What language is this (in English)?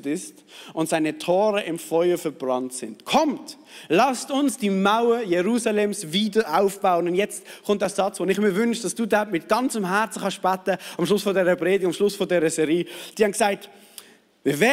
Swiss German